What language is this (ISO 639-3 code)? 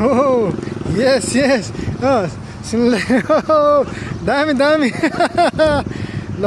nep